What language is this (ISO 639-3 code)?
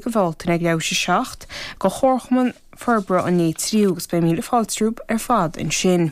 gle